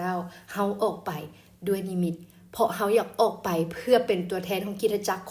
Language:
Lao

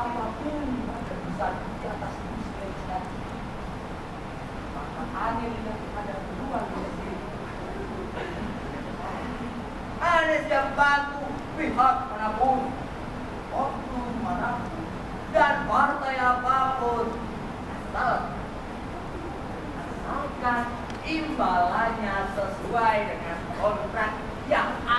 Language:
Indonesian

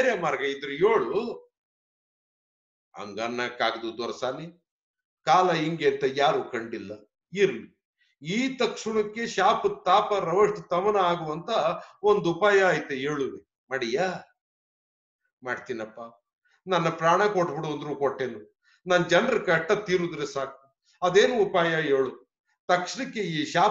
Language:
Kannada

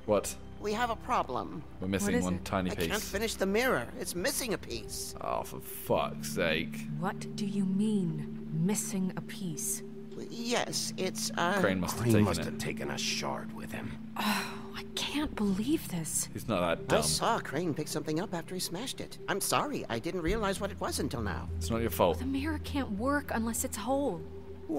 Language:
English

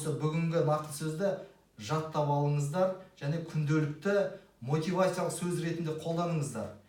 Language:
Kazakh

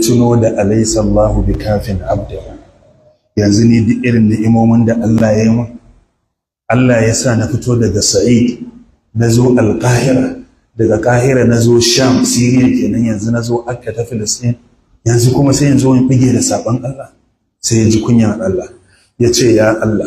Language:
Hausa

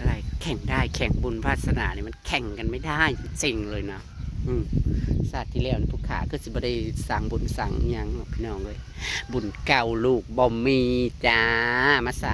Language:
Northeastern Thai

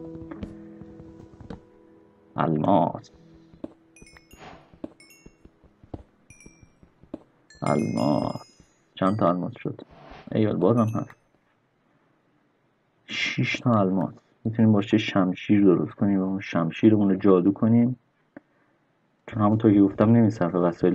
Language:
Persian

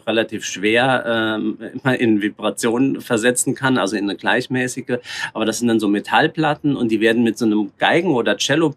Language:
German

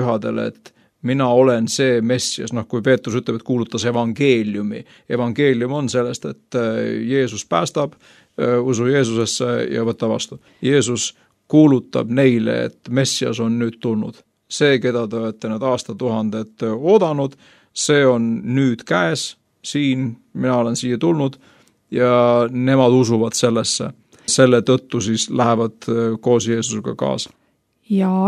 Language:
Estonian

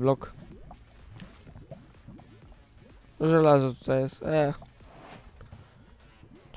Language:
Polish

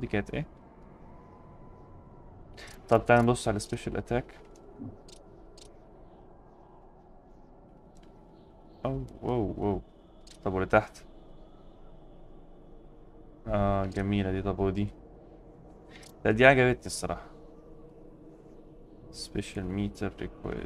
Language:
Egyptian Arabic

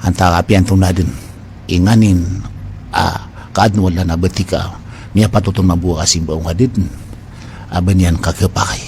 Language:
Maranao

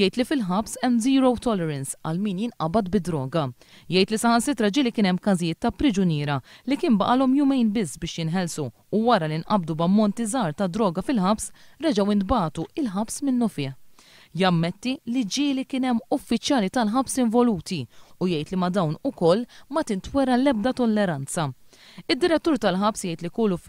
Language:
Maltese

